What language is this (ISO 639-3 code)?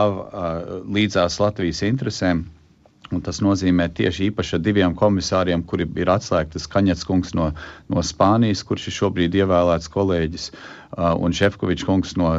lav